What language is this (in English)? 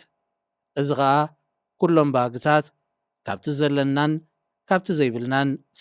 Tigrinya